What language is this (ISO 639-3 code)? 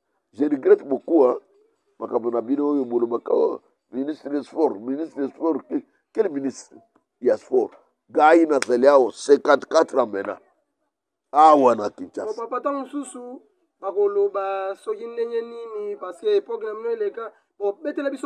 lin